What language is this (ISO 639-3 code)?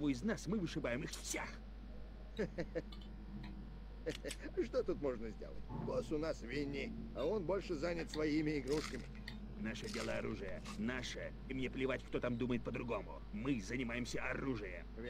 rus